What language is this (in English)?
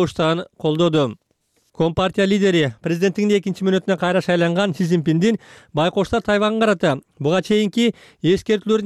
Kyrgyz